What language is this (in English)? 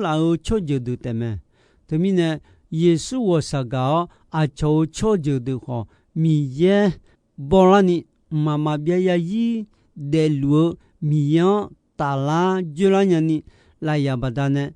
Akha